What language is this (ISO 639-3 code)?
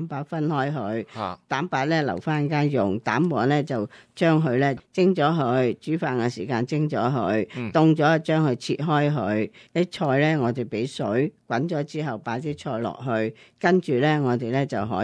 yue